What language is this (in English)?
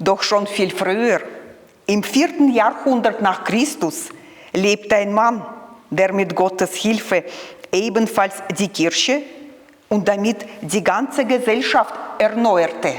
Swiss German